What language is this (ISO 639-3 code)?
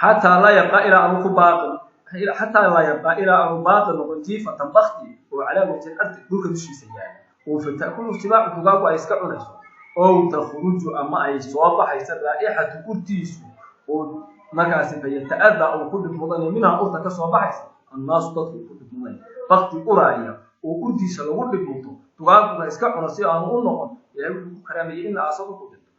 som